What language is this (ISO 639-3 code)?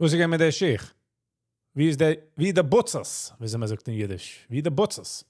yid